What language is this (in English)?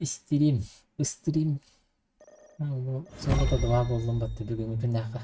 Yakut